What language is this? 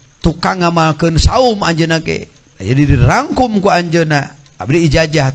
Sundanese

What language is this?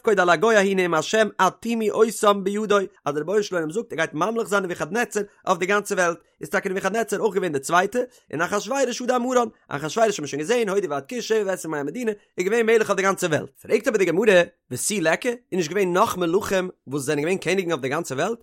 Yiddish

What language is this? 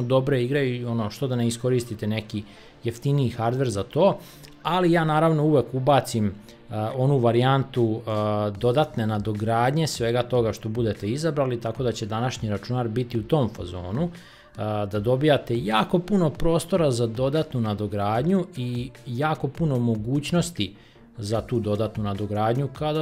Serbian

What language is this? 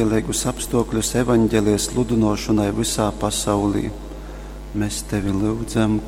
Latgalian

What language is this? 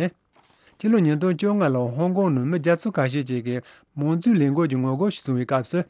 Tibetan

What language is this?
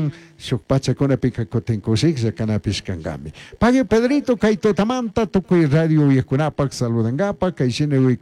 Chimborazo Highland Quichua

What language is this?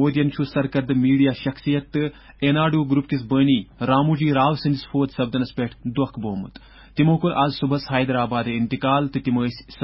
Kashmiri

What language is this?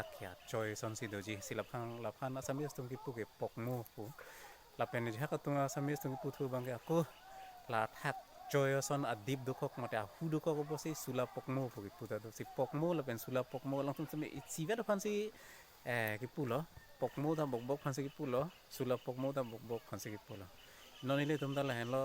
Karbi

